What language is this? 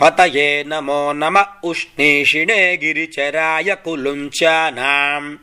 Sanskrit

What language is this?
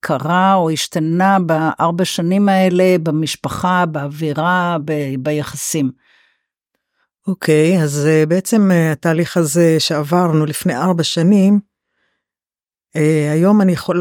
Hebrew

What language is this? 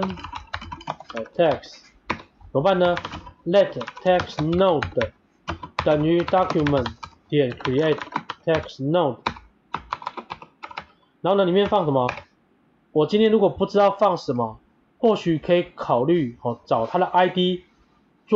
Chinese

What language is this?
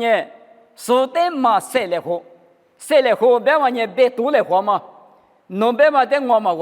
Lisu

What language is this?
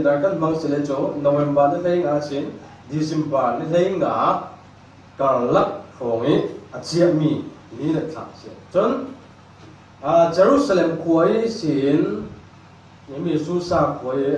Falam Chin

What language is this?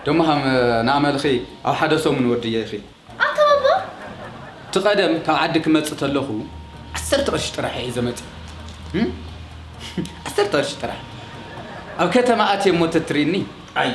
Tigrinya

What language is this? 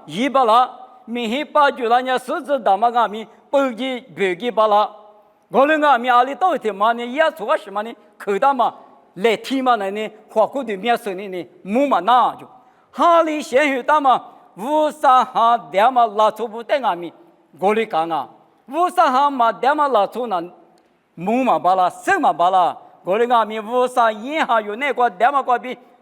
Lisu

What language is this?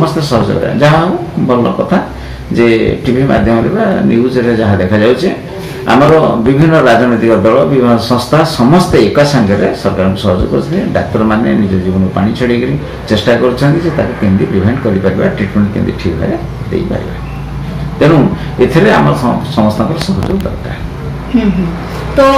Odia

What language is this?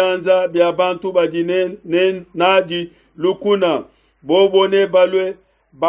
Luba-Lulua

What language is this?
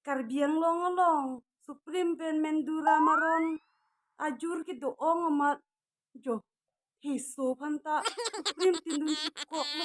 Karbi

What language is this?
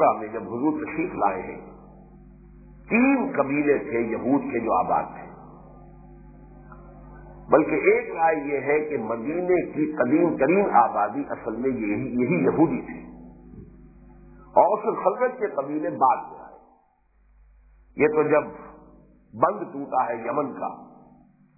Urdu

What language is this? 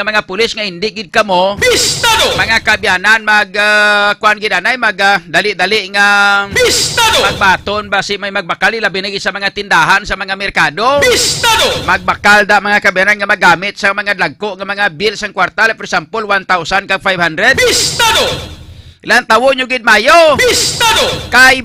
Hiligaynon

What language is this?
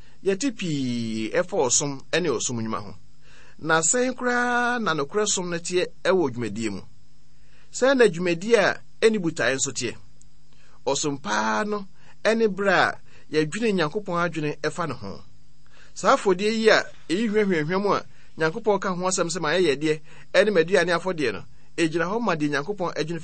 Akan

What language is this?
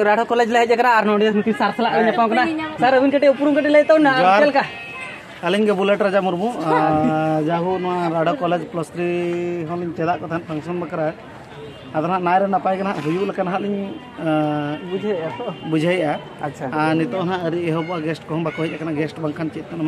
Santali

